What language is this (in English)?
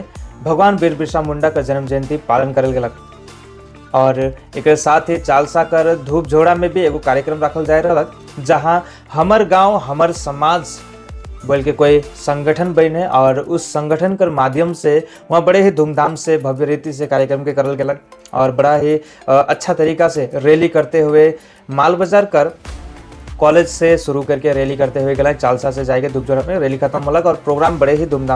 Sadri